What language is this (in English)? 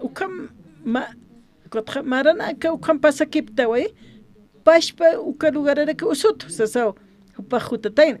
Aymara